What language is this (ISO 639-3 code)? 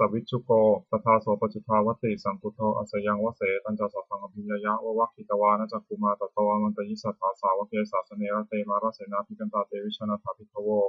pli